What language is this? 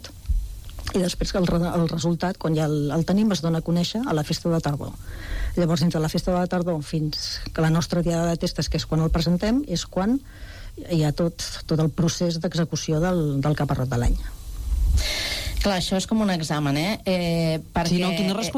Catalan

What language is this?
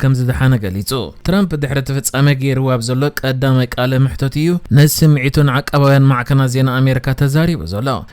Tigrinya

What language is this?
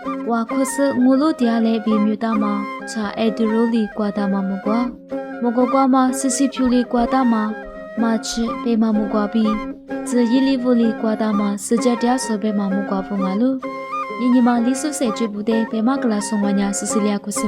Lisu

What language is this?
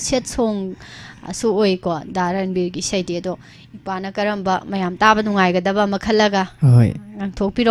Manipuri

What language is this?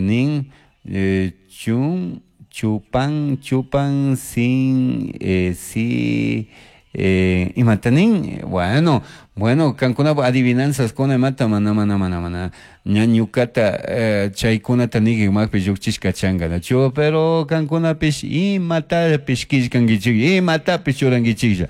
Chimborazo Highland Quichua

